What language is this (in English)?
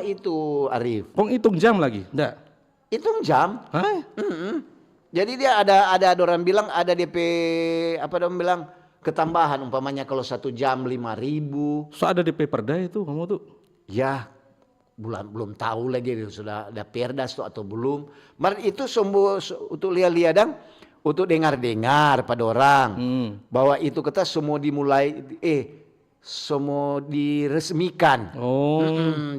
Manado Malay